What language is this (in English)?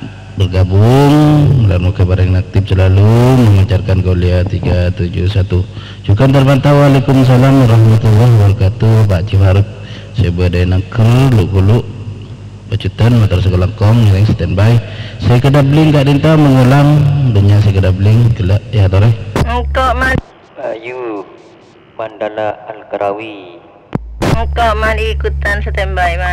Madurese